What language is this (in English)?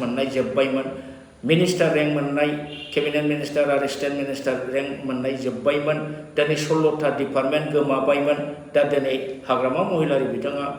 Bodo